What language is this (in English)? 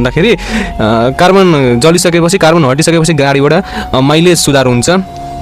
Nepali